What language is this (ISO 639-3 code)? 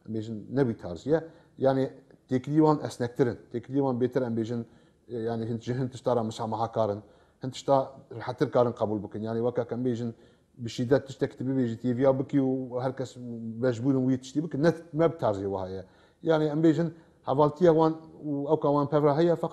kur